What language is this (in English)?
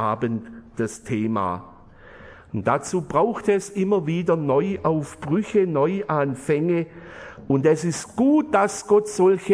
German